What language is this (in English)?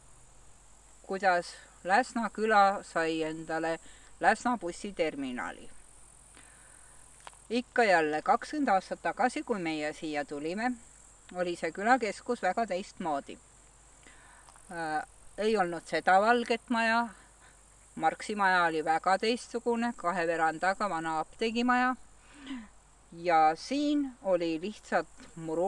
Estonian